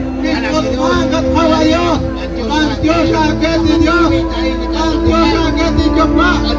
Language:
Kekchí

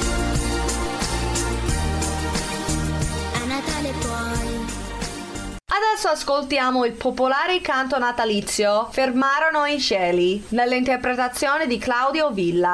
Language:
Italian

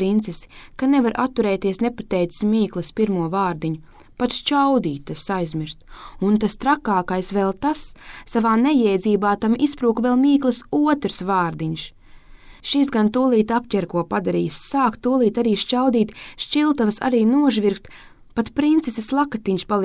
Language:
Latvian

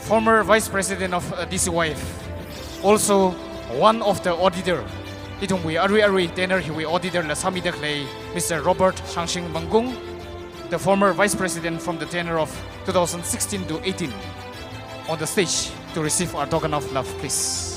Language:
Tangkhul Naga (India)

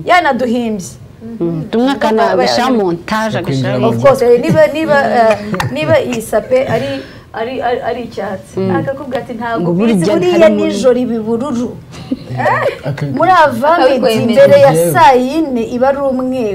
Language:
Kinyarwanda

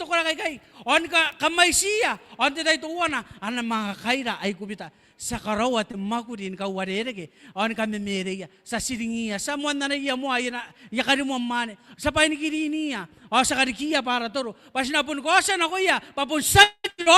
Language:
Gilbertese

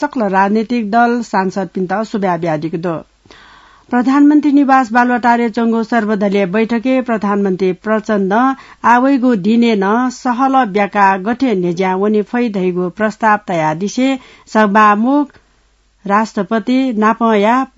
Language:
Newari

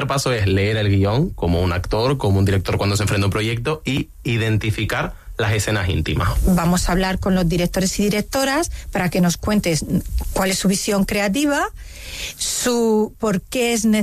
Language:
Spanish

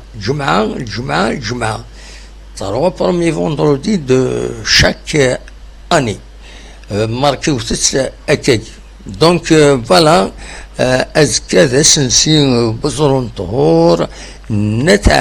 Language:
Kabyle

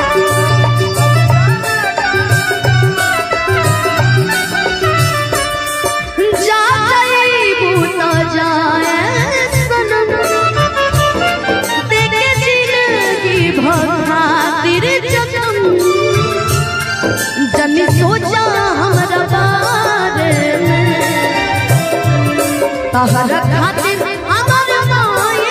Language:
Bhojpuri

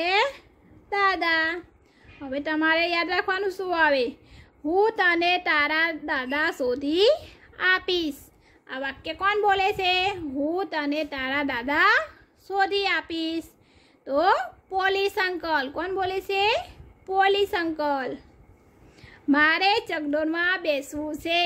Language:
Gujarati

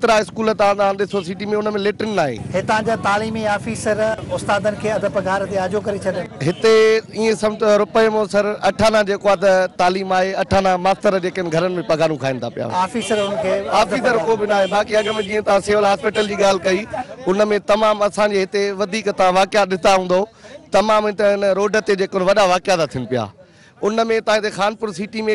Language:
Sindhi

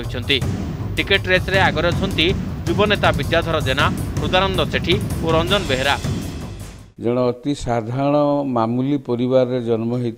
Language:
Odia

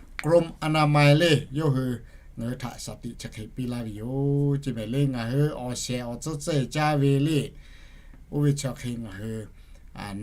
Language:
Lahu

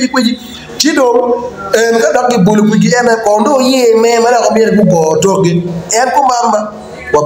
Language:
Acoli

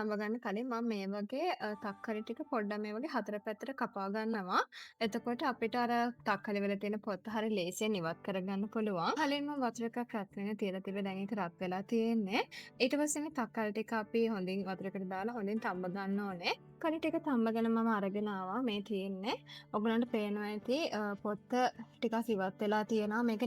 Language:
Sinhala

